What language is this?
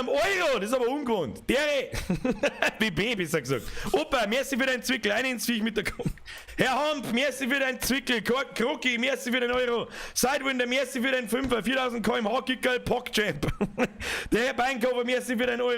Bavarian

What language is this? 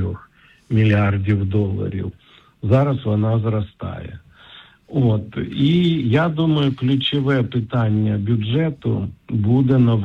Ukrainian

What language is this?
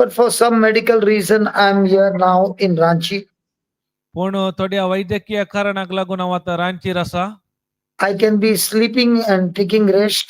Konkani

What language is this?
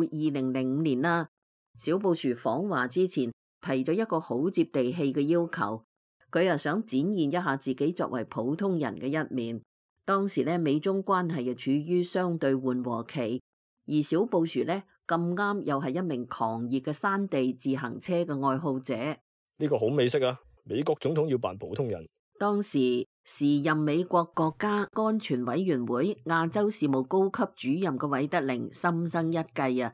Cantonese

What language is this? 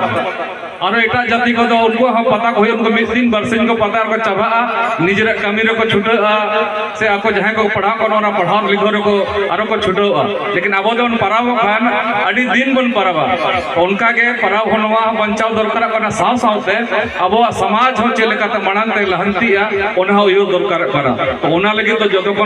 Santali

